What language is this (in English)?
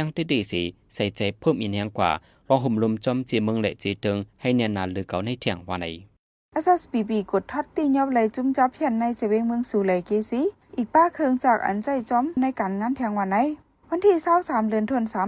Shan